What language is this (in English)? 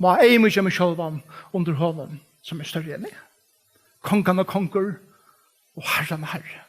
Faroese